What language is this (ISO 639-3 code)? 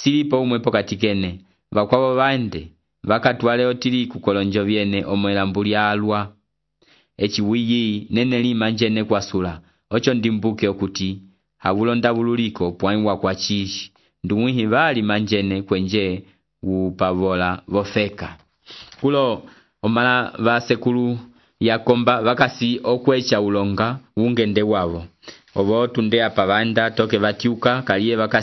umb